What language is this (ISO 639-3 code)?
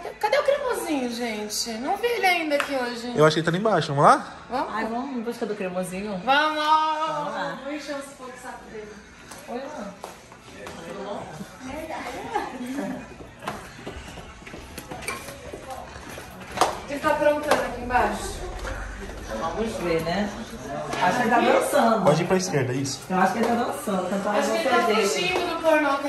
por